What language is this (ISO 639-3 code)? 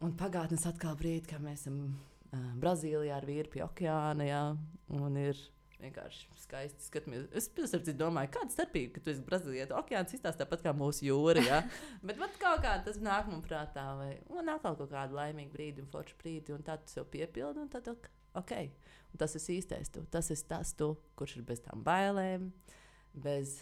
lav